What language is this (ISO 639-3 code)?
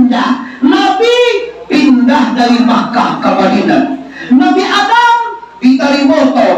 min